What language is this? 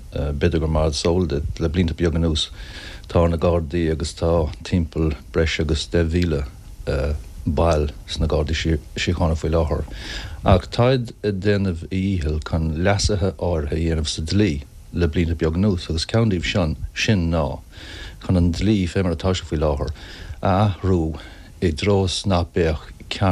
Irish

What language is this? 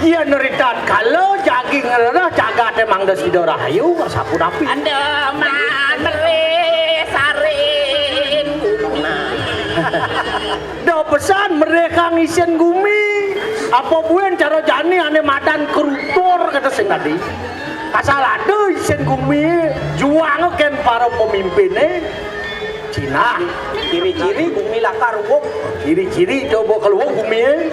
Balinese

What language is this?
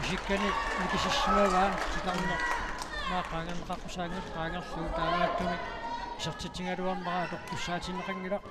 Kalaallisut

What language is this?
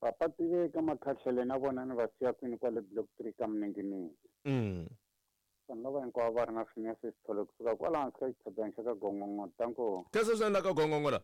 Tsonga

